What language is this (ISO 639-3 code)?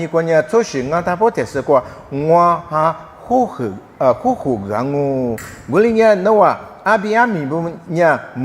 lis